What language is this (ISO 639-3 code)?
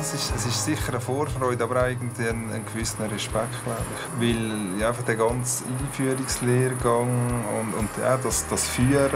gsw